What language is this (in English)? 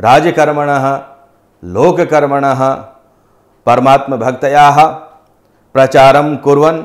Sanskrit